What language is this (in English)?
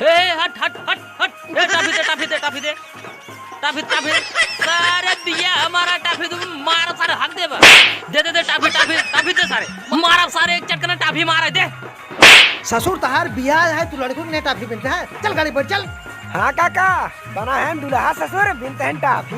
Awadhi